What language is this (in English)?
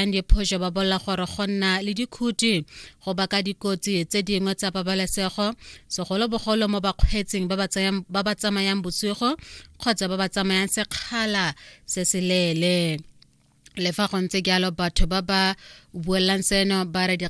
Tswana